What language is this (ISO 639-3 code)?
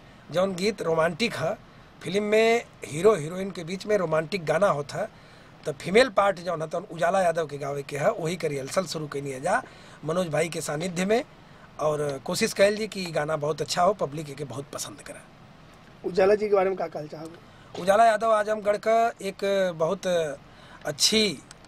bho